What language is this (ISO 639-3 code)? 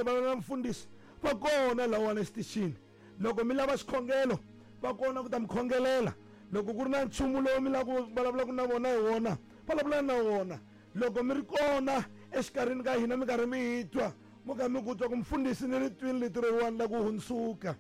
tso